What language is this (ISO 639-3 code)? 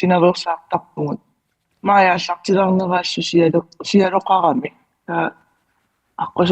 kal